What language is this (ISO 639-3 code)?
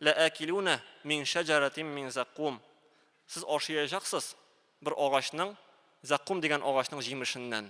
tat